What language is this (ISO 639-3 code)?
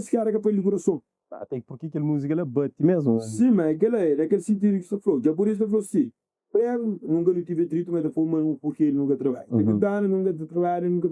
kea